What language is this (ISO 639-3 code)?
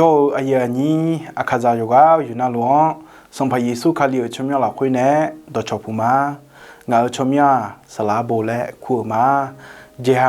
ahk